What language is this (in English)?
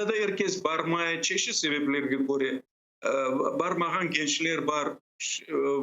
Crimean Tatar